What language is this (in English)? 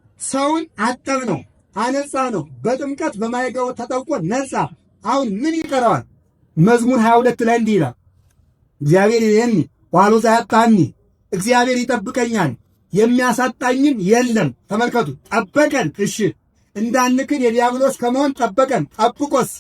Amharic